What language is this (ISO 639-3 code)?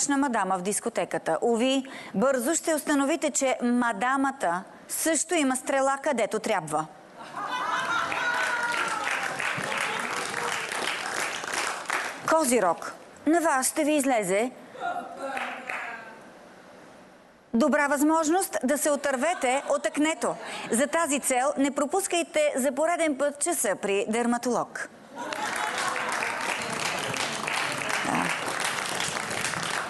bul